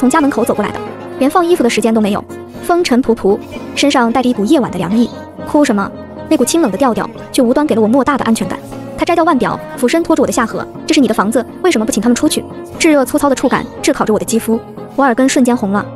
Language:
Chinese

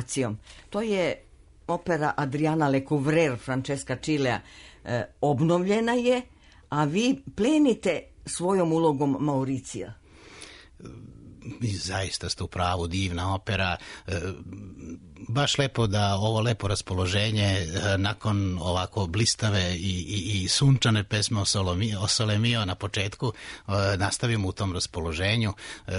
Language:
Serbian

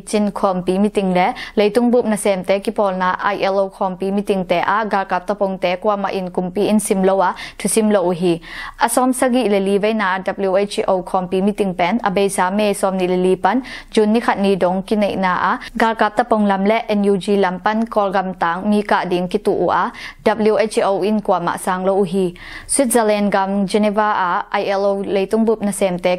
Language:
Tedim Chin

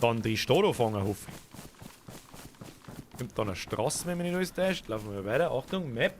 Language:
Bavarian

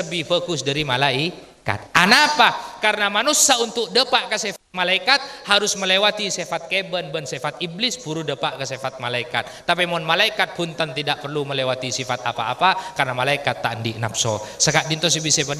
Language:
Madurese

